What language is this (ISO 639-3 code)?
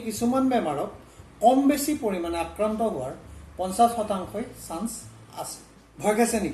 asm